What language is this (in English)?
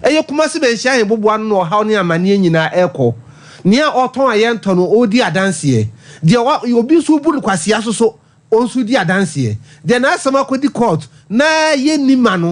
Akan